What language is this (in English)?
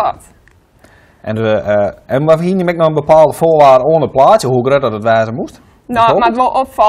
Western Frisian